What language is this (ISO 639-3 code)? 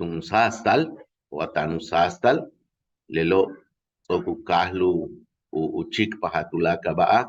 yua